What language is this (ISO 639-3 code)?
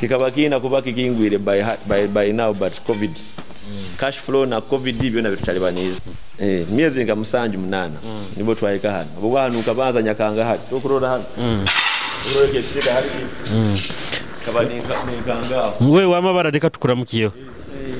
nyo